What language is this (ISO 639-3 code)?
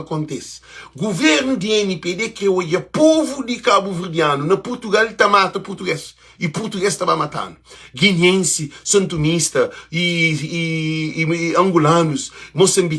kea